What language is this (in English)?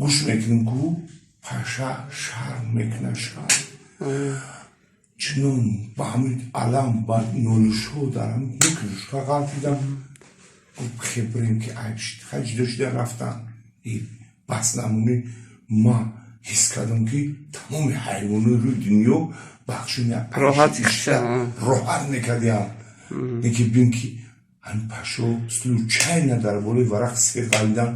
Tajik